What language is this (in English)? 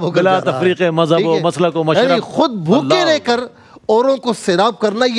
Urdu